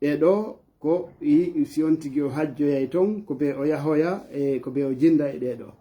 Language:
Fula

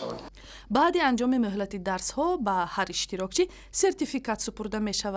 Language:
Tajik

